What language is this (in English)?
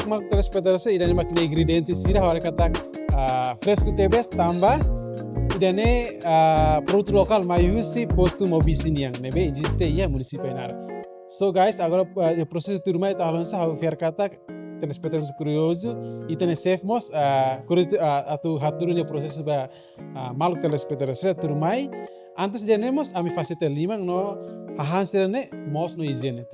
Tetum